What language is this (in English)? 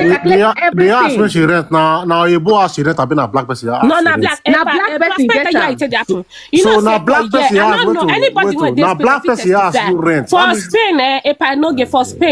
Nigerian Pidgin